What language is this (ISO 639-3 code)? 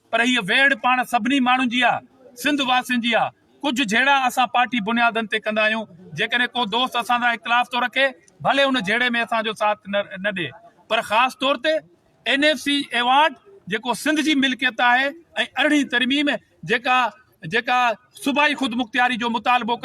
snd